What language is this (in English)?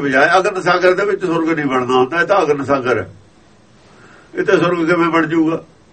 Punjabi